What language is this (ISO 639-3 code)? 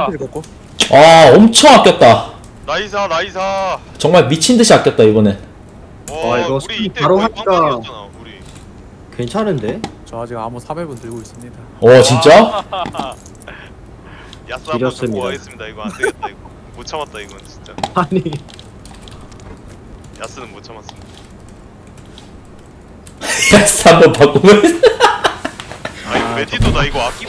kor